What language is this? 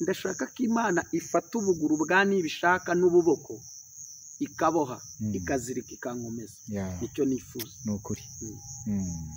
Kinyarwanda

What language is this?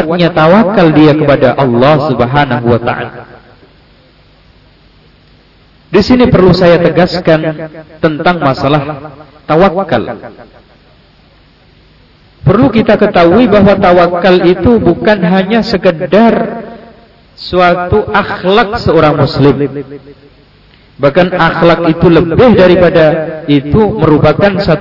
Indonesian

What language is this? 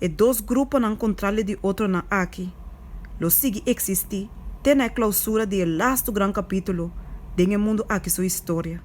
Papiamento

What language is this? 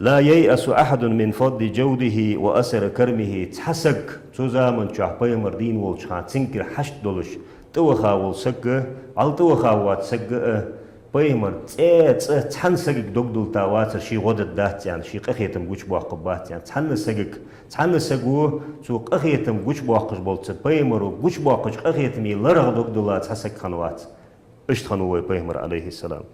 Ingush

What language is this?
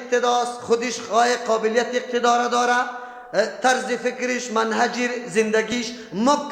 Persian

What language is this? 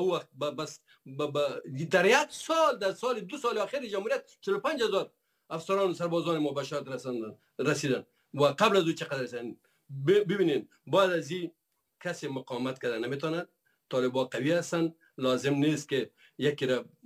Persian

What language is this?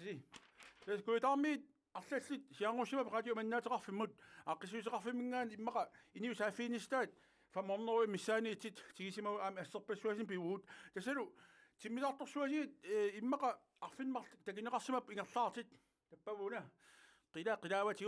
Kalaallisut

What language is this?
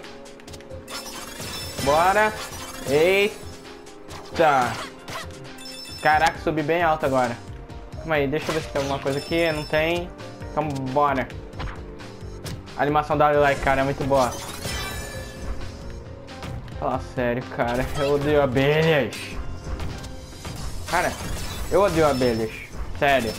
Portuguese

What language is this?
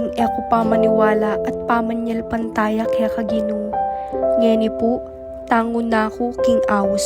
Pampanga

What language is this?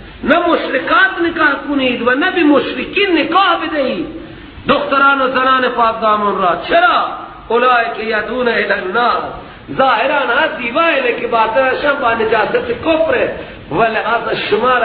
Persian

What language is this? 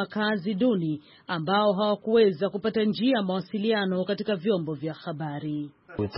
Swahili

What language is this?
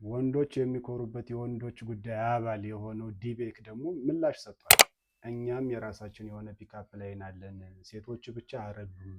Amharic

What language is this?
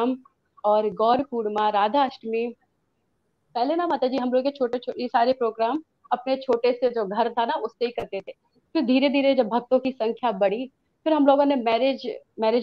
Hindi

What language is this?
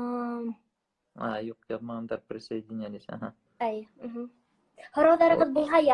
Bashkir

